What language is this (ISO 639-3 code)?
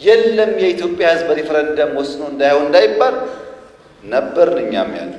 amh